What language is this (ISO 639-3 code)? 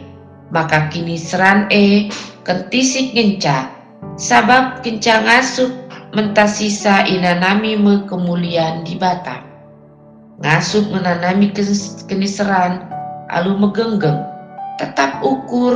btx